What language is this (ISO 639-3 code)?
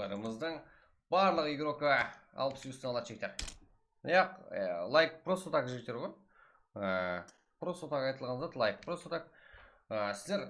kaa